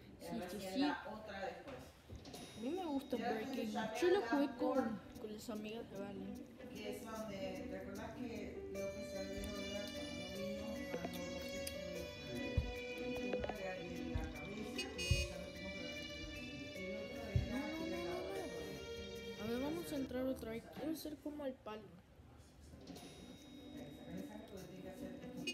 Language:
Spanish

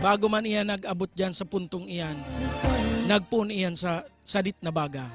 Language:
Bikol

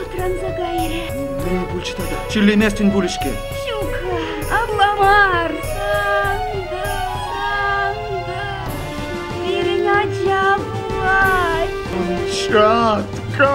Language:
Chuvash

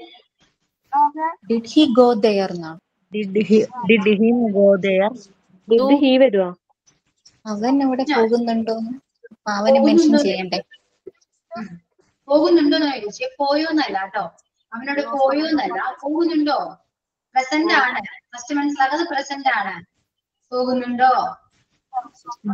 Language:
Malayalam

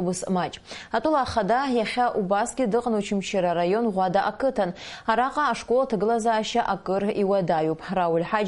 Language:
Abkhazian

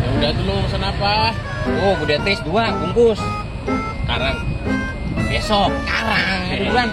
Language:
Betawi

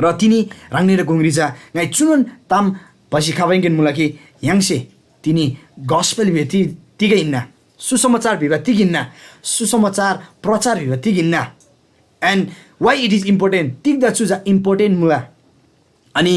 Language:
Eastern Tamang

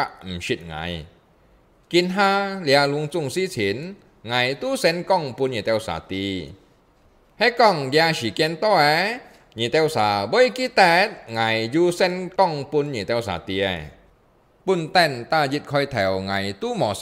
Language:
Hakka Chinese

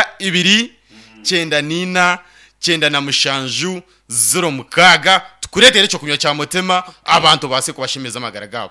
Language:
Nyankole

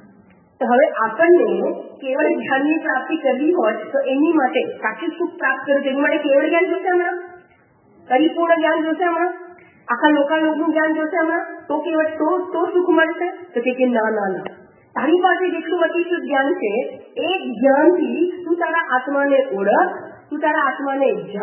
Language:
Gujarati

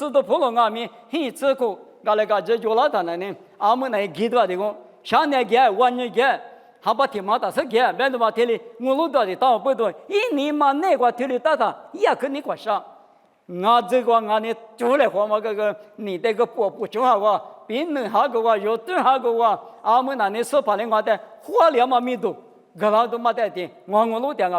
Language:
Lisu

